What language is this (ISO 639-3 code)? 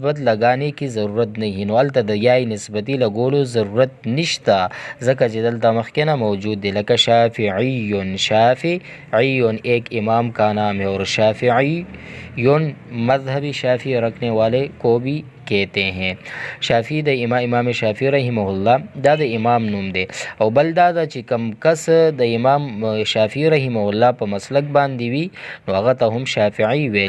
pus